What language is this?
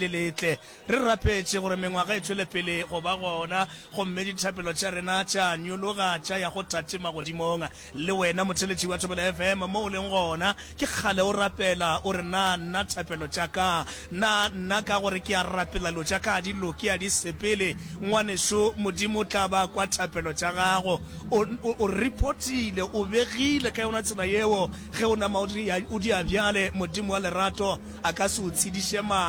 Northern Sotho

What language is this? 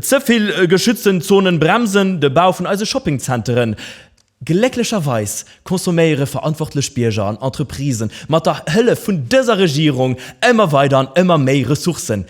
Luxembourgish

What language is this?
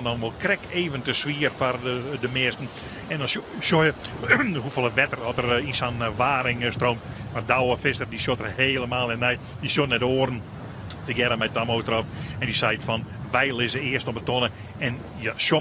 Western Frisian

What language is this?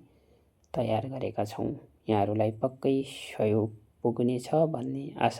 Nepali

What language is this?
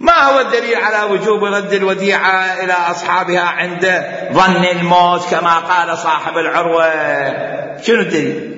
Mesopotamian Arabic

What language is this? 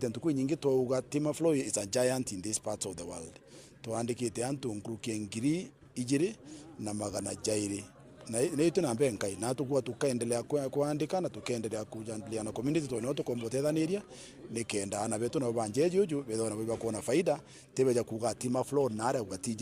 Meru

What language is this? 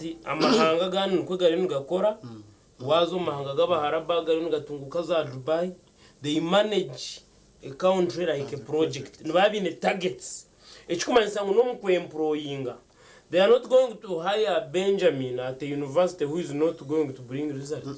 Nyankole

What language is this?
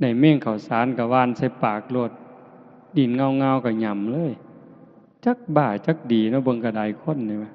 Northeastern Thai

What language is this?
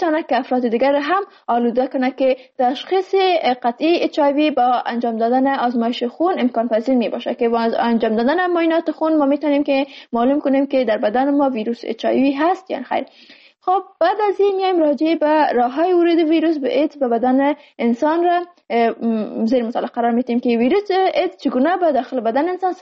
Persian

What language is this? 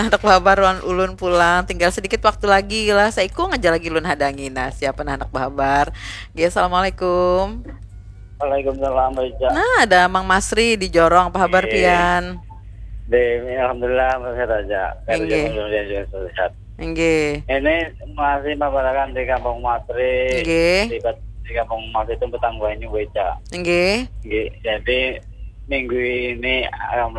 Banjar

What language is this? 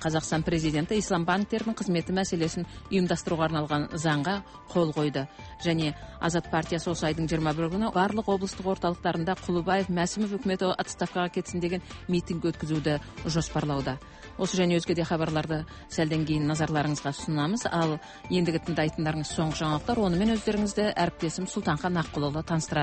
Kazakh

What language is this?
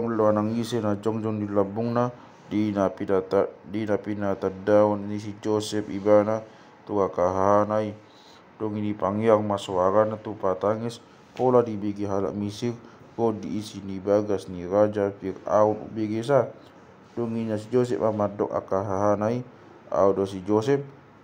Batak Toba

